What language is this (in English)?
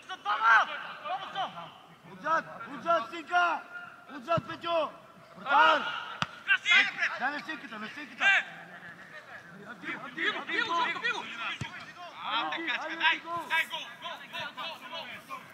Bulgarian